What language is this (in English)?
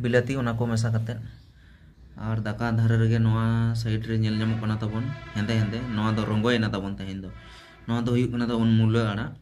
Santali